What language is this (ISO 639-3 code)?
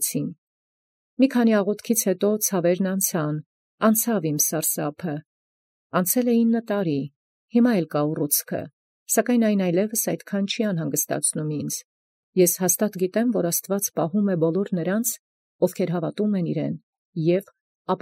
hye